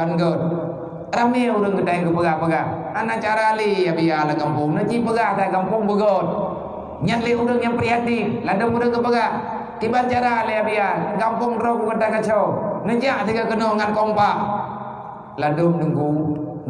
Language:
Achinese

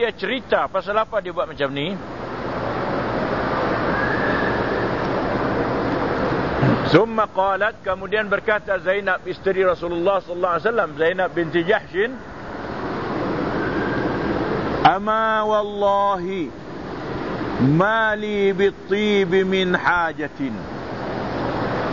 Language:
Malay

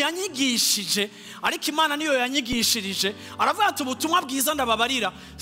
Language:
Rundi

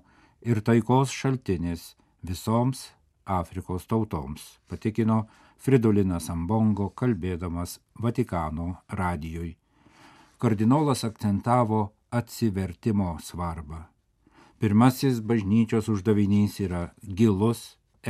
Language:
Lithuanian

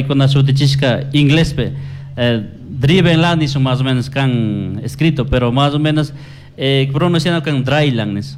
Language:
Chimborazo Highland Quichua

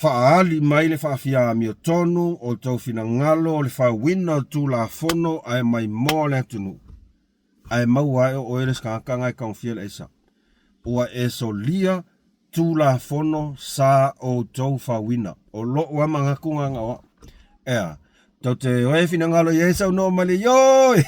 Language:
Samoan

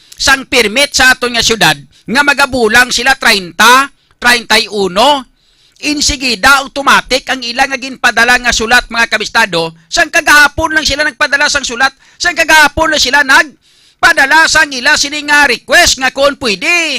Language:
Hiligaynon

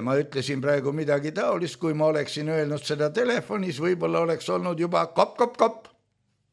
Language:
Estonian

